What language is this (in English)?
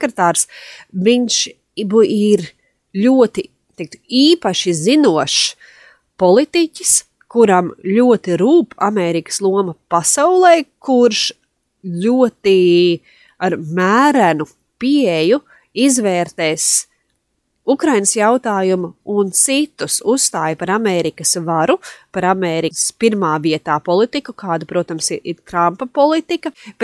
Latvian